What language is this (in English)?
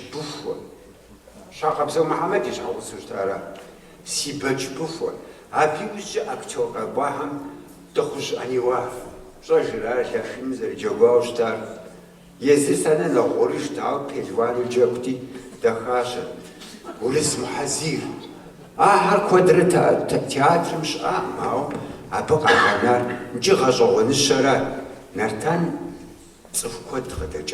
Kabardian